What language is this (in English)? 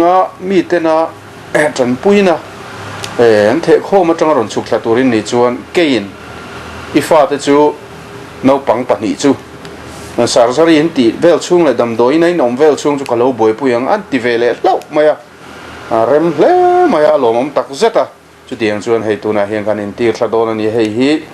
Mizo